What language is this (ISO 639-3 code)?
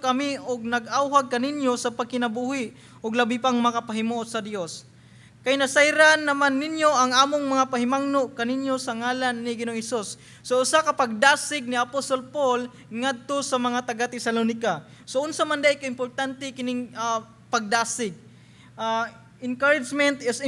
ceb